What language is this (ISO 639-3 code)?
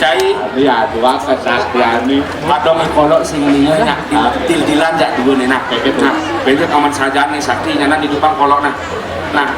ban